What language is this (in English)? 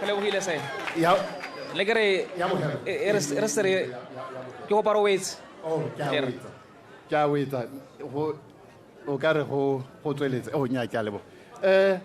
Tswana